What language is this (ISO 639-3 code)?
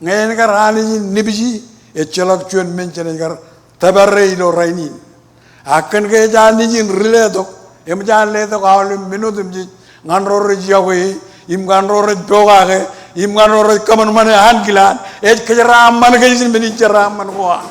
mah